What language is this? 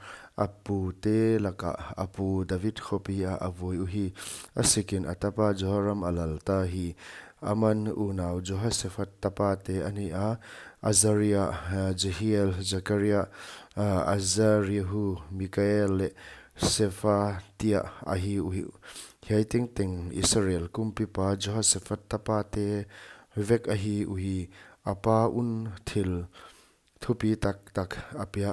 Paite Chin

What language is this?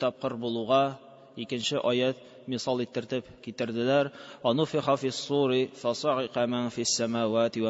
Tatar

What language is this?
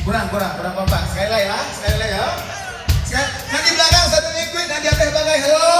Minangkabau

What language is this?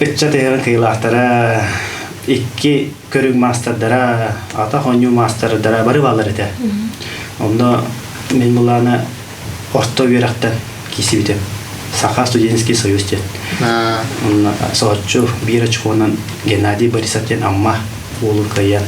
Yakut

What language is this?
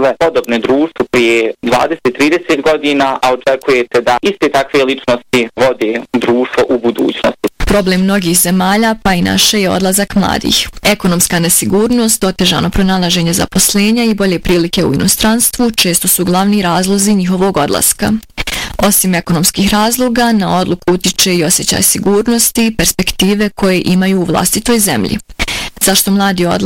Bosnian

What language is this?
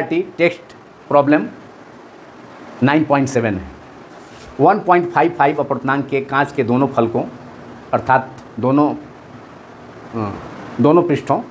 Hindi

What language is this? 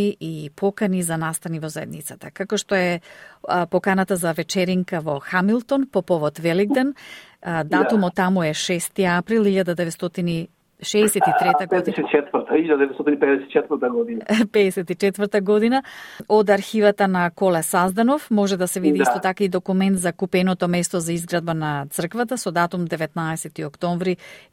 Macedonian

